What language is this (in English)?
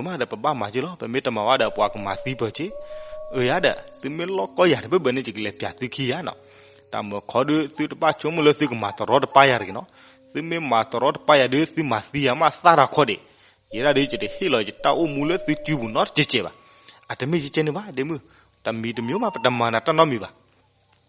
S'gaw Karen